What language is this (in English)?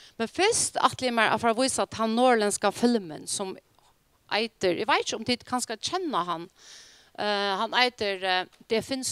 Faroese